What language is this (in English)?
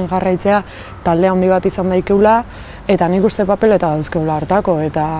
Basque